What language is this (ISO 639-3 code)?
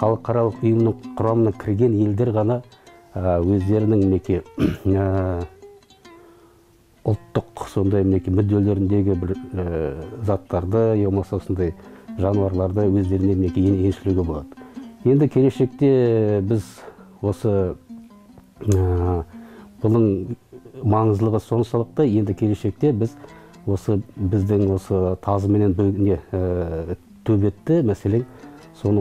kaz